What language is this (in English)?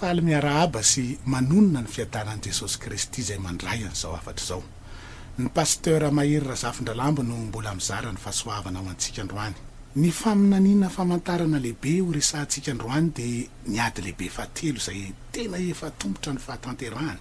Malagasy